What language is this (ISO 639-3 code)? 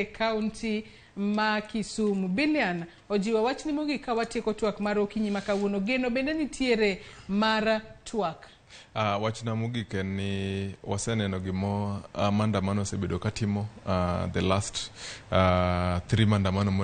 luo